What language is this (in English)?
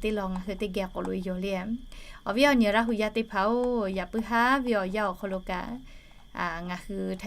Lahu